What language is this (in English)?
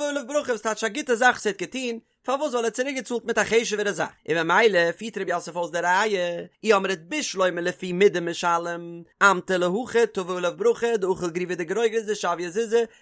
Yiddish